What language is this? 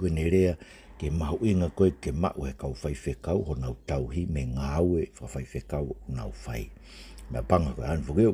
Tongan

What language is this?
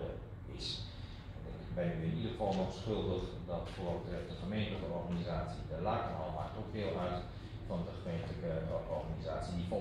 Dutch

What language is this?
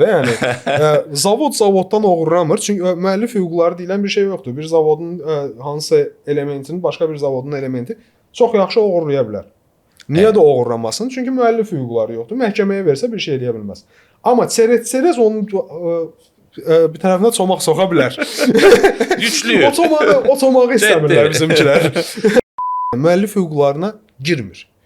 Azerbaijani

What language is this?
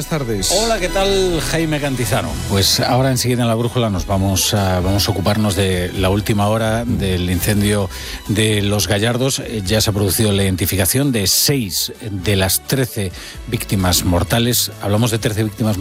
Spanish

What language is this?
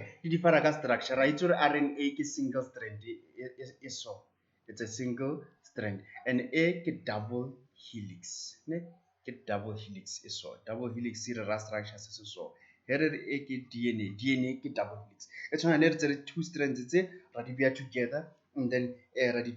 Tswana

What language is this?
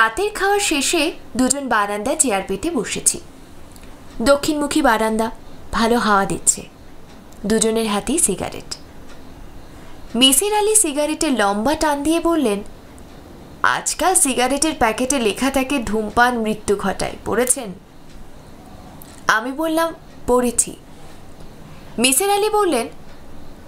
Bangla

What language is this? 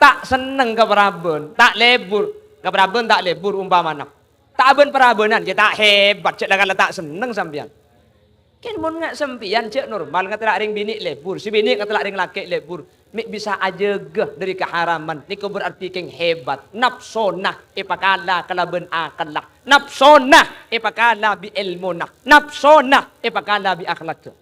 Madurese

